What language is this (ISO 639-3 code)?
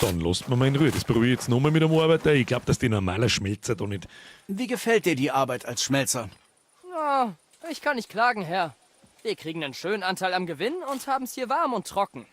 bar